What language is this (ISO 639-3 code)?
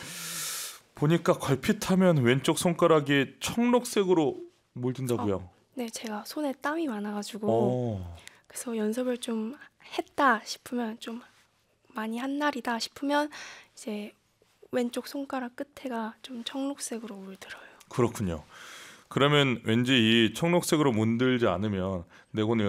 kor